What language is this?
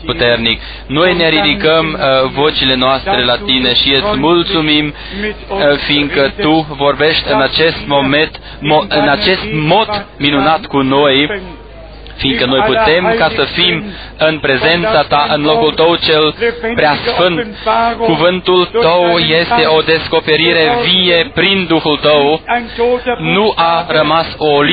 Romanian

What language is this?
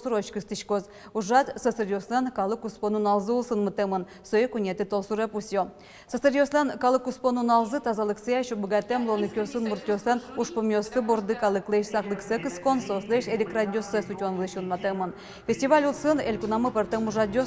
Udmurt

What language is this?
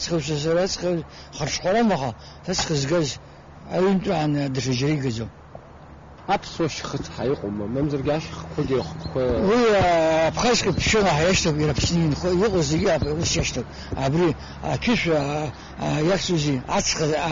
Abkhazian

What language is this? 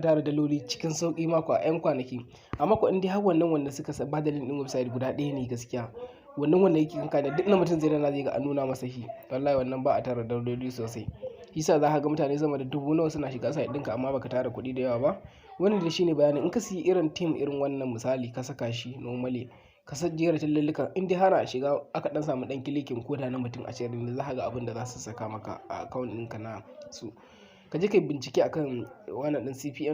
Hausa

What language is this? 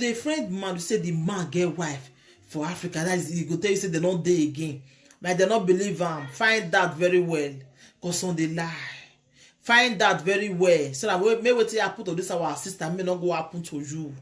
Nigerian Pidgin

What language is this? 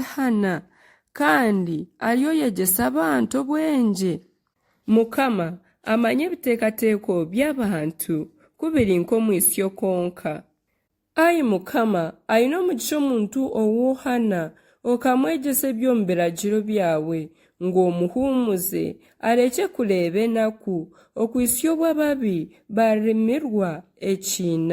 Nyankole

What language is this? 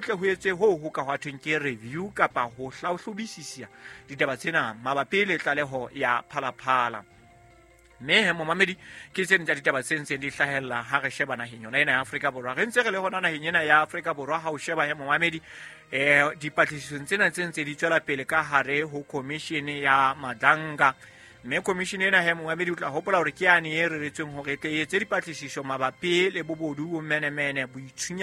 Southern Sotho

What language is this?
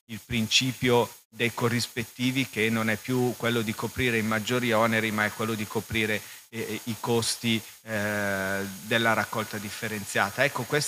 Italian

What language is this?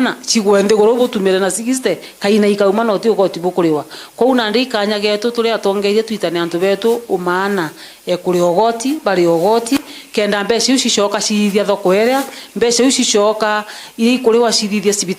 Meru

